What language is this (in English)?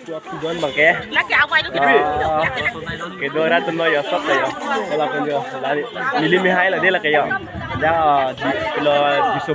Karbi